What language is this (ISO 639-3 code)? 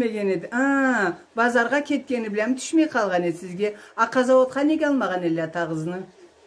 krc